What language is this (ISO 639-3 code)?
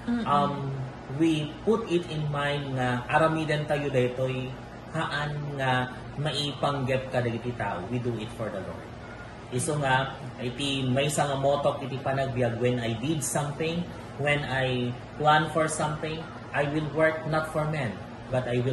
ilo